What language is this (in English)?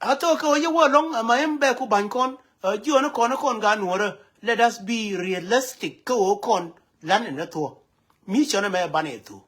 Nuer